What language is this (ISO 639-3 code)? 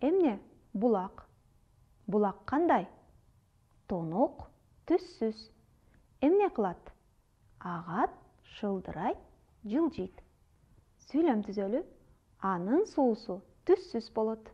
kir